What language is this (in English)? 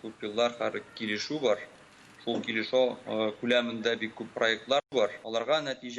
Tatar